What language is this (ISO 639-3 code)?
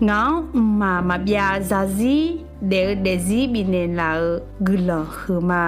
ahk